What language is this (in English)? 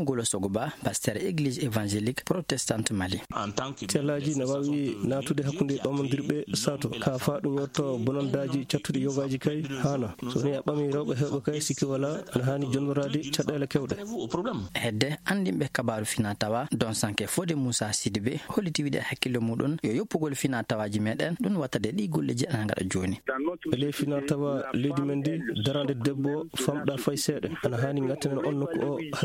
Fula